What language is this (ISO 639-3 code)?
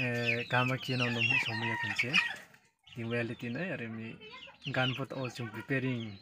ria